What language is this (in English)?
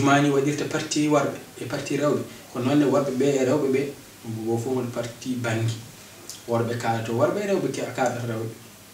Fula